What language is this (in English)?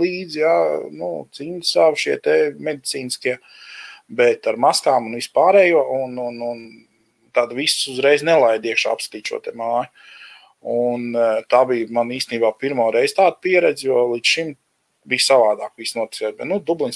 Latvian